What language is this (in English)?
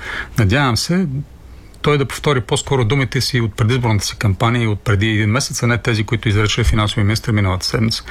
Bulgarian